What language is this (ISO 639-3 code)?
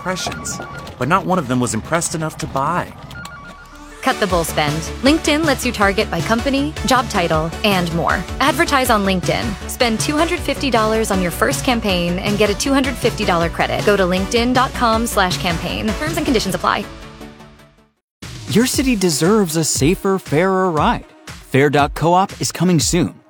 eng